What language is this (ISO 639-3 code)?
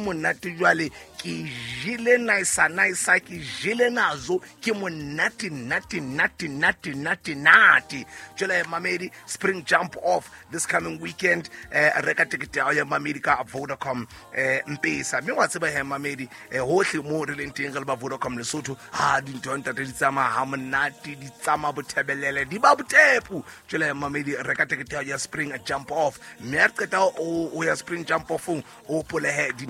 sot